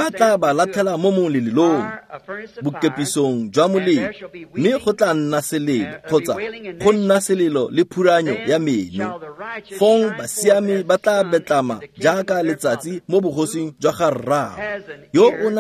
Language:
Tswana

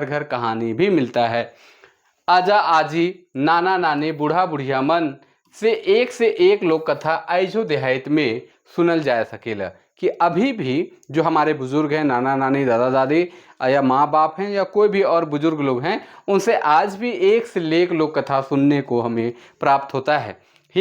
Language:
Sadri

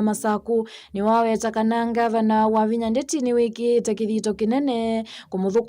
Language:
Kamba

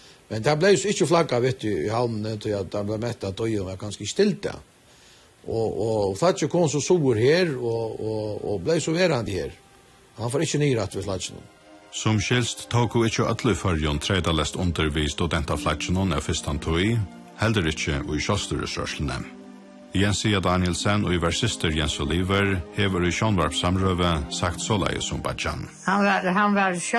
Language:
Faroese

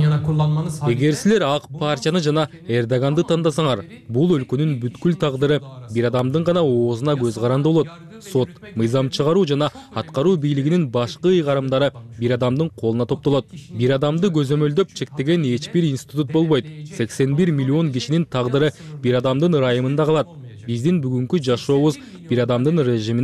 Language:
Kyrgyz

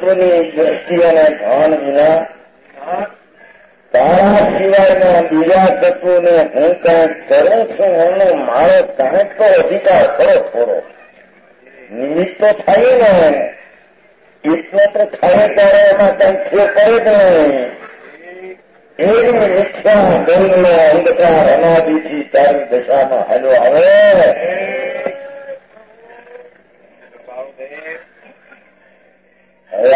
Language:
Gujarati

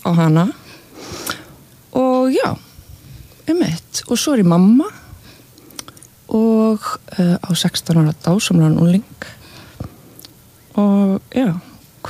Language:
Icelandic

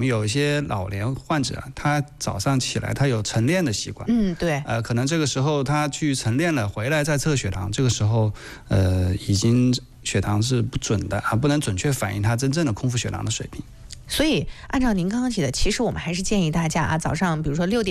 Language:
Chinese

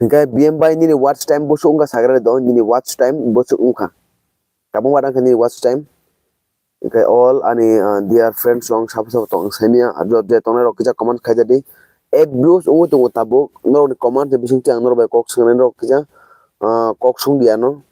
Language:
Kok Borok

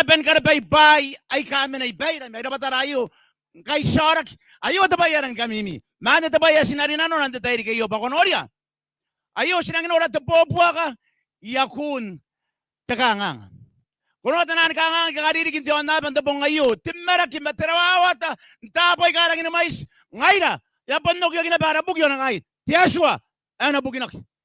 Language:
Gilbertese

